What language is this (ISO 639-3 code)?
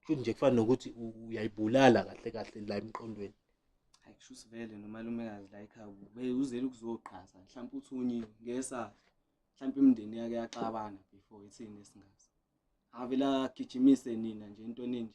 zul